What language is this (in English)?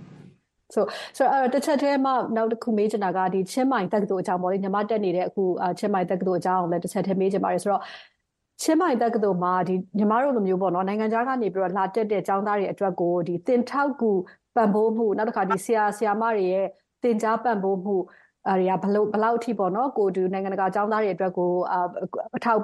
Burmese